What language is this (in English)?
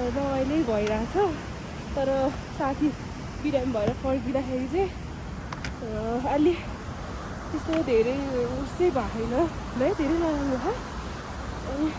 Nepali